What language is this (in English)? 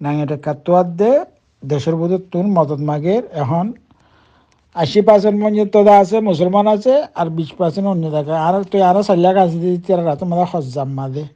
Rohingya